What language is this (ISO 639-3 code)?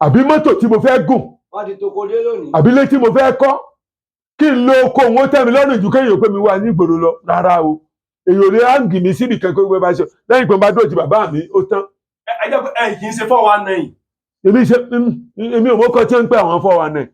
yor